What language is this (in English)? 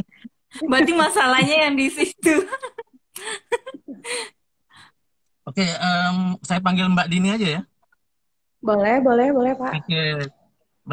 Indonesian